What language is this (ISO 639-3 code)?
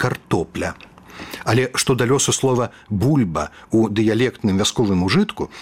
bel